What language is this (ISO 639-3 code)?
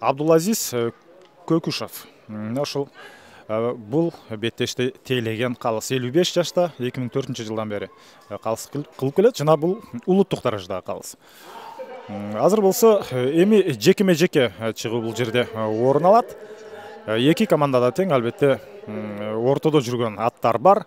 kir